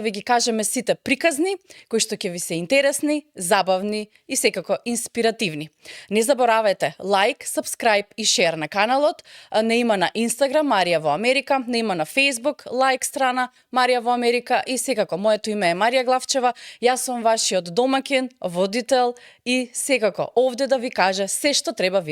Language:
Macedonian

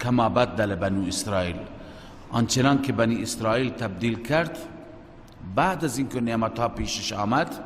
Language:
Persian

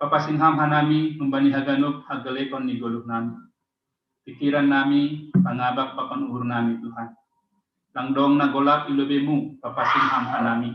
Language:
Batak Simalungun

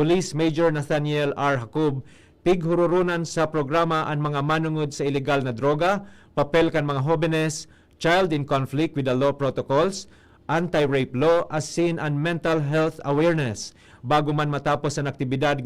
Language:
Bikol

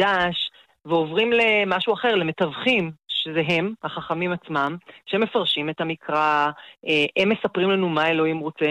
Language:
Hebrew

